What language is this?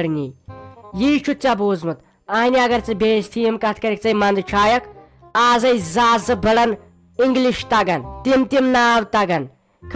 Kashmiri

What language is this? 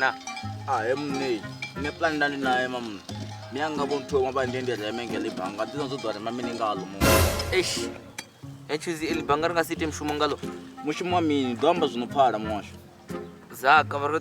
Venda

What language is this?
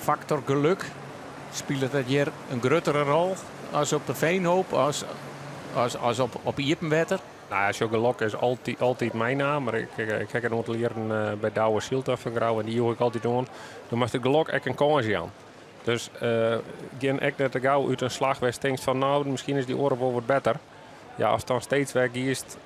Western Frisian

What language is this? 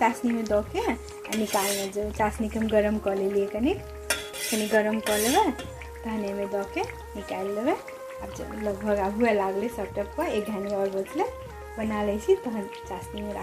Maithili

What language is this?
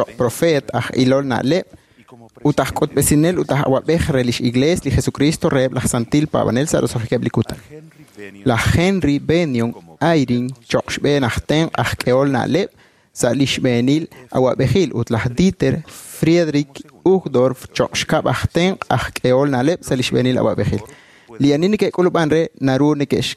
Kekchí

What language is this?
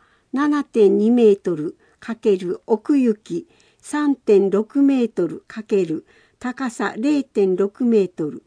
Japanese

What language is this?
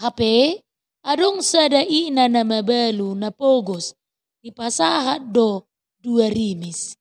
Batak Toba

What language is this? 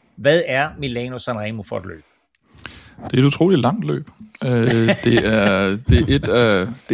Danish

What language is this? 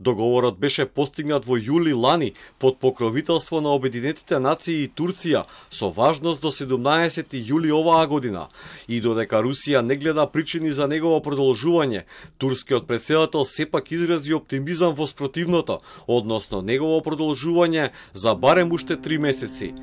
Macedonian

